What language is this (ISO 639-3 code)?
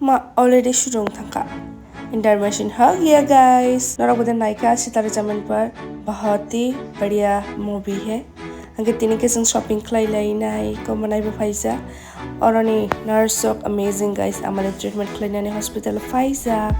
trp